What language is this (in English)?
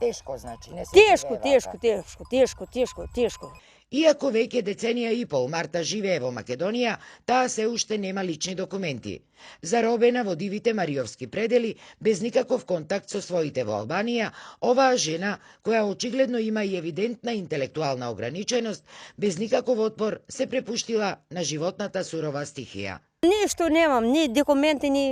Macedonian